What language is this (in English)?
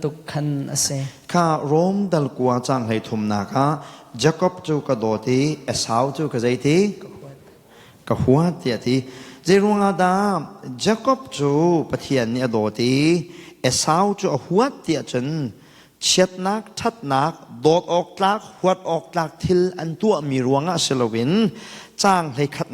Hakha Chin